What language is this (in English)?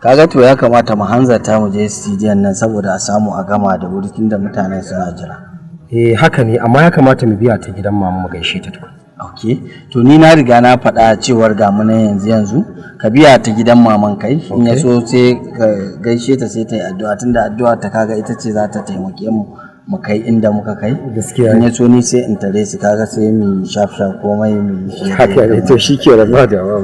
Hausa